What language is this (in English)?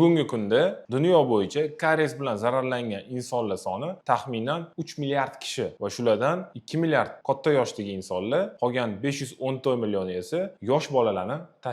Uzbek